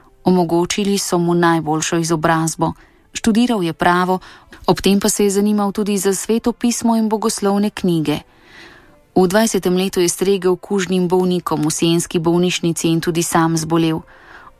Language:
Slovenian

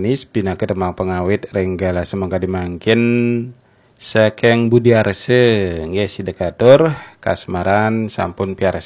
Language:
Balinese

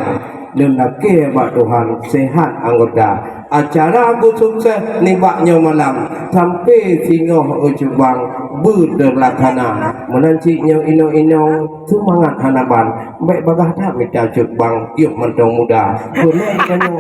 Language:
Achinese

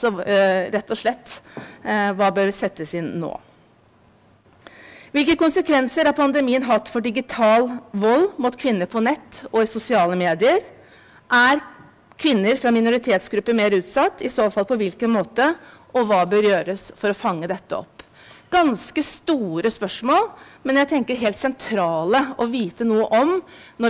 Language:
Norwegian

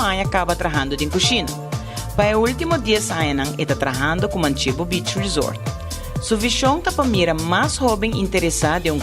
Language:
Papiamento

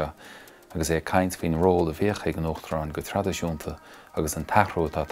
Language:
Irish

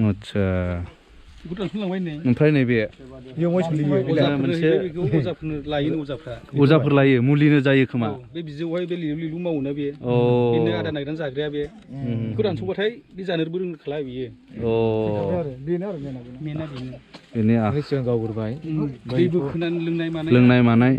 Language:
Bodo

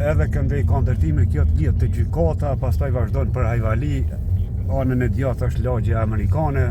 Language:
Albanian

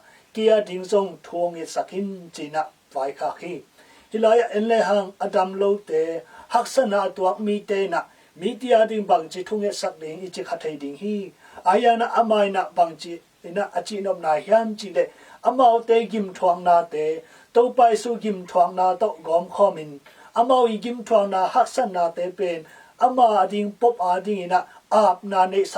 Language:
Tedim Chin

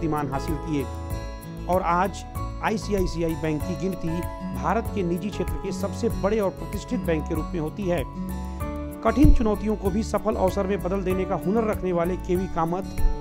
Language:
Hindi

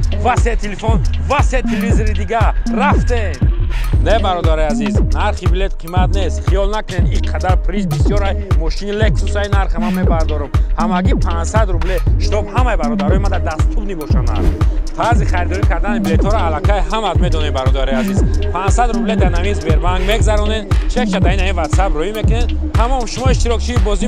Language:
Tajik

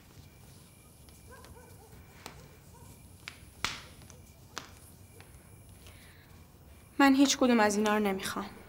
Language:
Persian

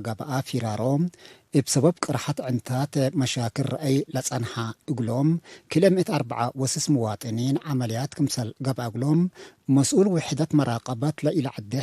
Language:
Tigre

